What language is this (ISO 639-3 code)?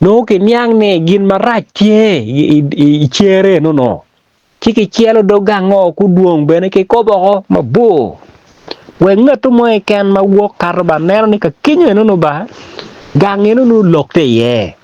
ach